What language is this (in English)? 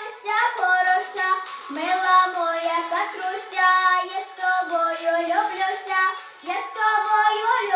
Ukrainian